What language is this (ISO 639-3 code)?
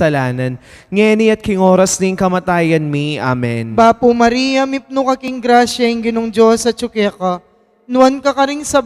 pam